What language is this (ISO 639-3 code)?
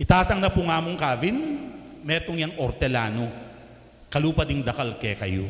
pam